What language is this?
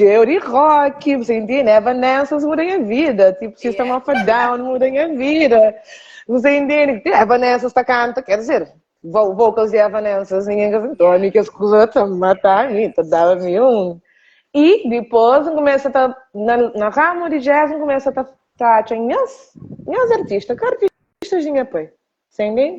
Kabuverdianu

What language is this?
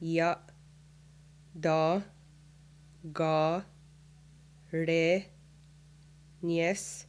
Mohawk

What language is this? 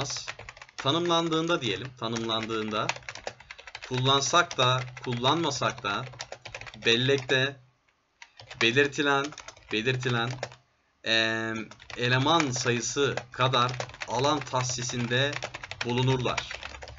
Turkish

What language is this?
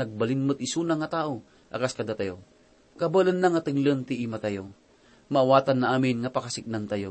Iloko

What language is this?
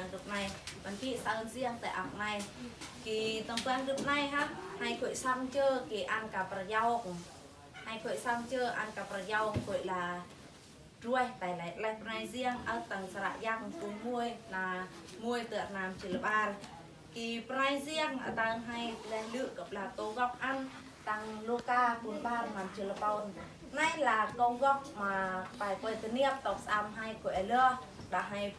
Eastern Bru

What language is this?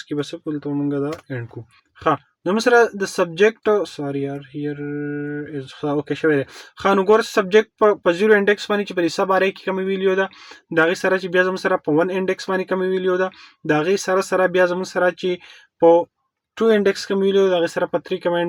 Pashto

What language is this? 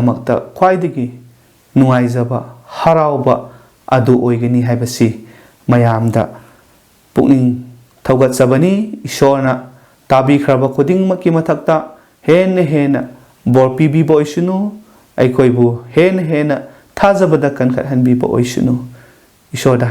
Manipuri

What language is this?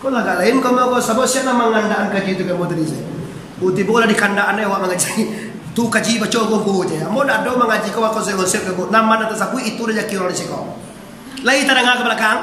Minangkabau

